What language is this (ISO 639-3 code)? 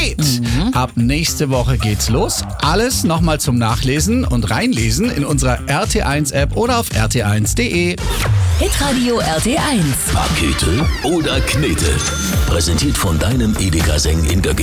deu